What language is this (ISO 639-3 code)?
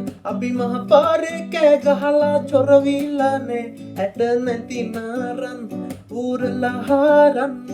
sin